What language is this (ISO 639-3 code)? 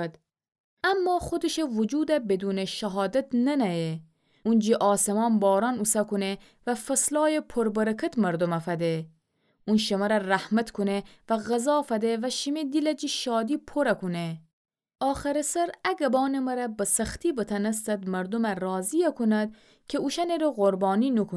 glk